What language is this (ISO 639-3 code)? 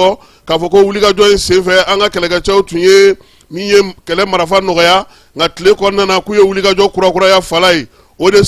bam